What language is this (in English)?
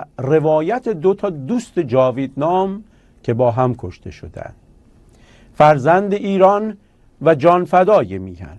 Persian